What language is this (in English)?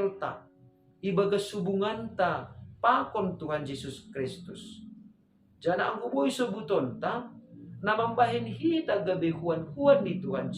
Batak Simalungun